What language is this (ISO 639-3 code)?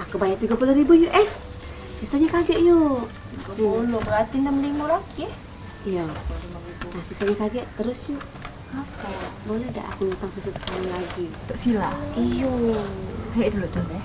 mui